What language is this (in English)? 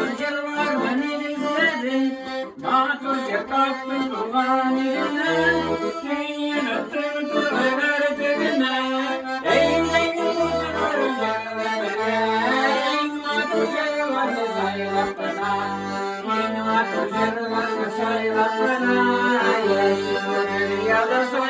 Tatar